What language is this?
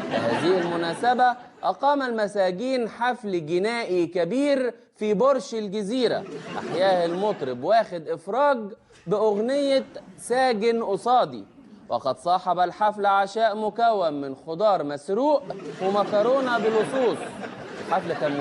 Egyptian Arabic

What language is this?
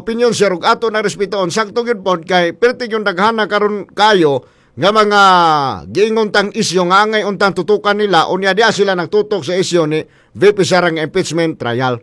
Cebuano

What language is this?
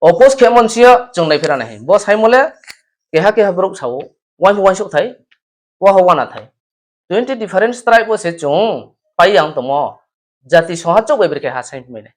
Riang (India)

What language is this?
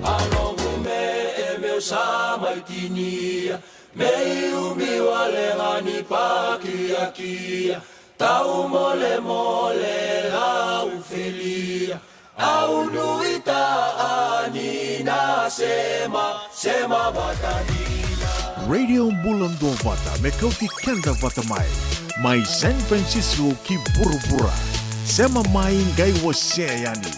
Fijian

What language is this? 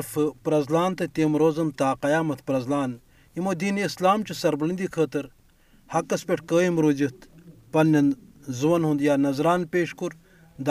Kashmiri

